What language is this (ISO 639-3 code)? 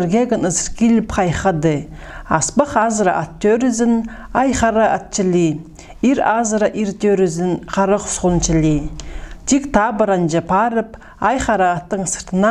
kjh